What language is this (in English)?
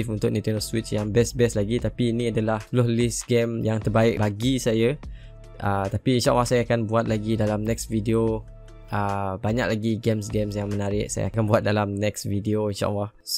Malay